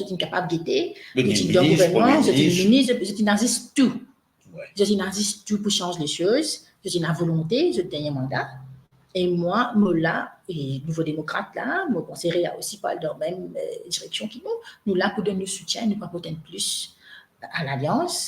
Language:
Morisyen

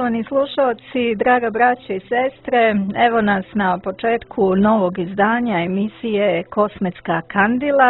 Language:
Serbian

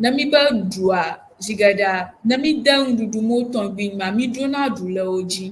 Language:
Ewe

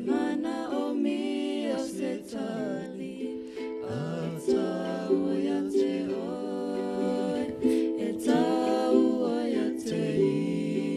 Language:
Samoan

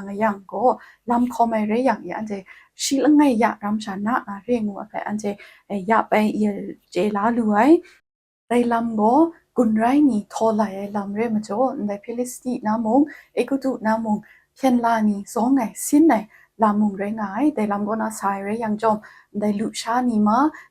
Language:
Kachin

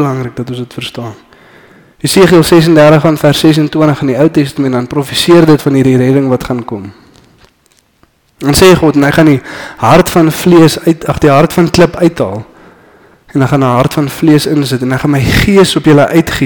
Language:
Afrikaans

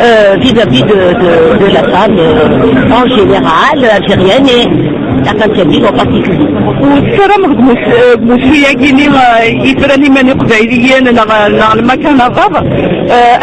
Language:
Kabyle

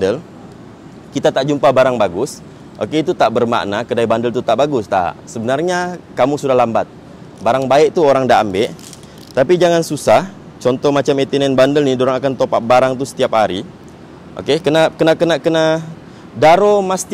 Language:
Malay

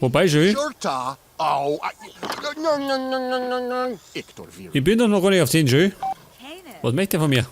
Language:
Bavarian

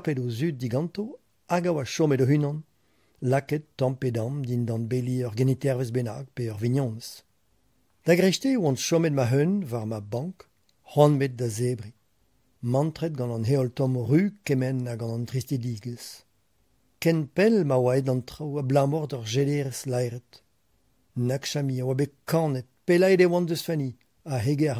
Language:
Breton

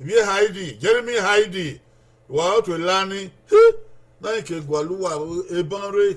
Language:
Bini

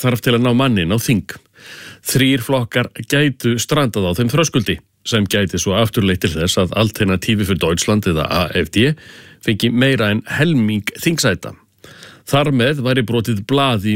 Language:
Icelandic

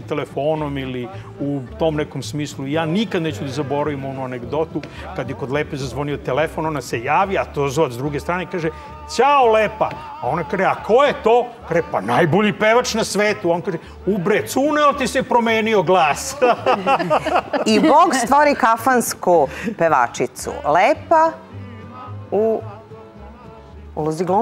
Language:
Serbian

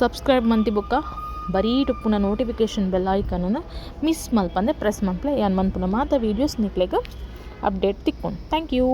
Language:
Tulu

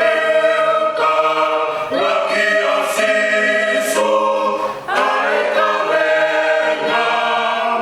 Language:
Tongan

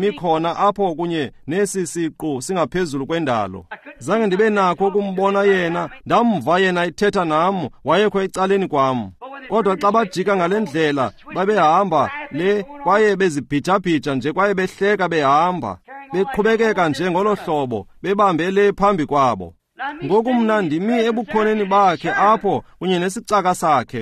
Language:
Xhosa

